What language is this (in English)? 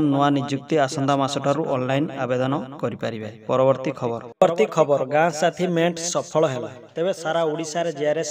Odia